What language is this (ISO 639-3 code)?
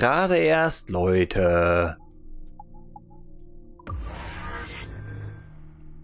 deu